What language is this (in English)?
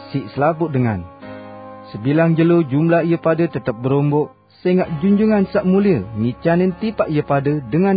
Sasak